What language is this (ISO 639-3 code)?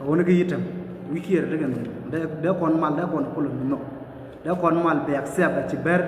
nus